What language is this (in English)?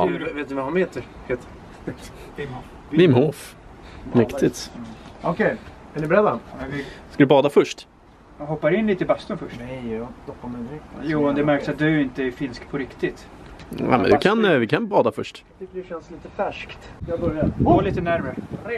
Swedish